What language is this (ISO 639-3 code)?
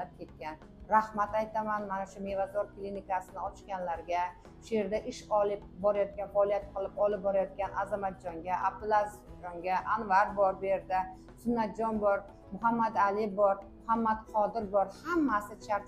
uzb